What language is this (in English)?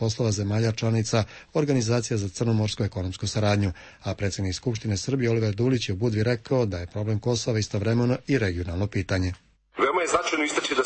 Serbian